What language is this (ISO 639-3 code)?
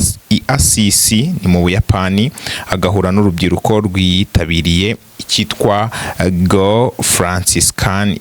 kin